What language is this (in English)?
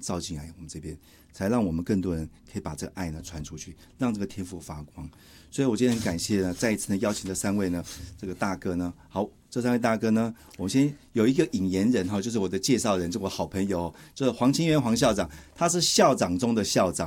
Chinese